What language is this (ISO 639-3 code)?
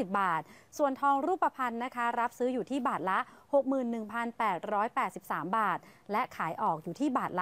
tha